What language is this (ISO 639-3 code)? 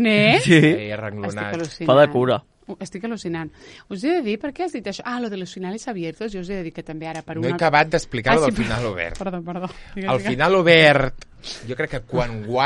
cat